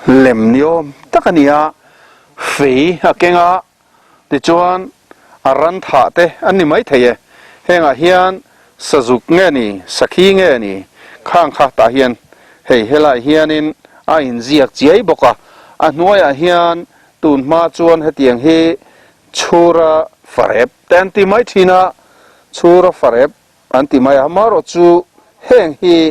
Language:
Mizo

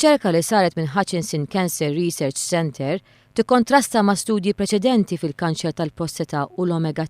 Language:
Maltese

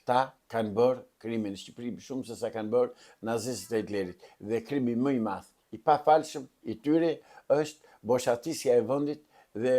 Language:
Albanian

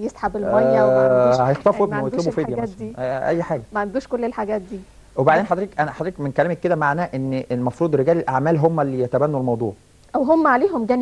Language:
Egyptian Arabic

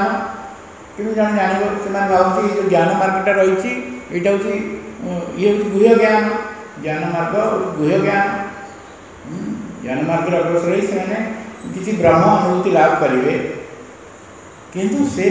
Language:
Odia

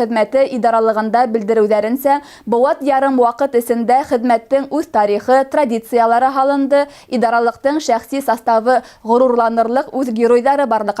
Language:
Bashkir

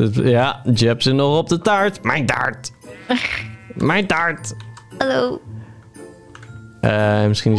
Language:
Dutch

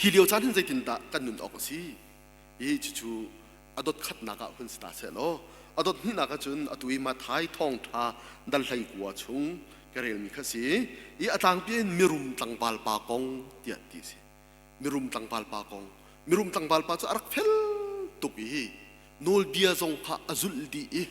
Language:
Hakha Chin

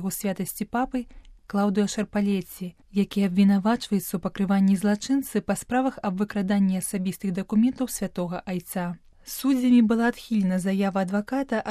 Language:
Belarusian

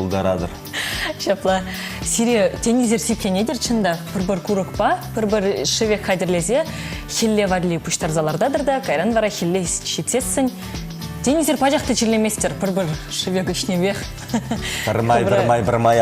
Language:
Chuvash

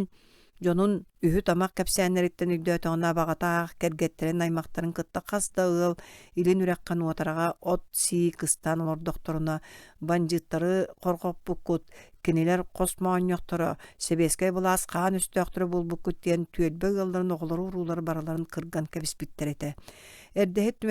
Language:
Yakut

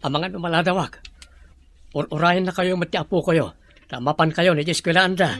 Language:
Iloko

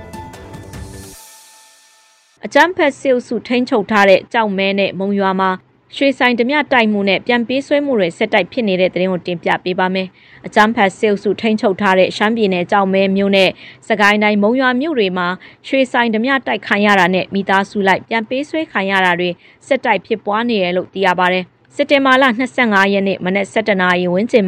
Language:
Burmese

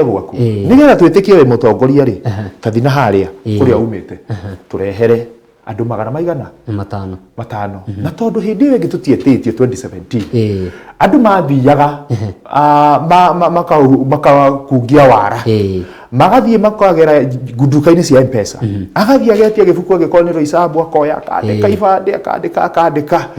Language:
Kikuyu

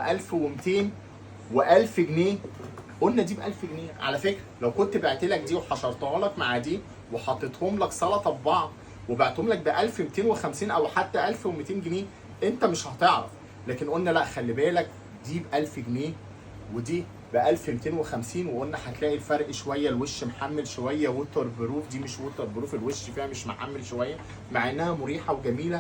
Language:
Egyptian Arabic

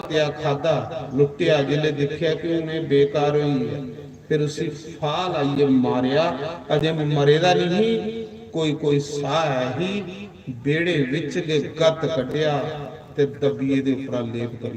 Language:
Dogri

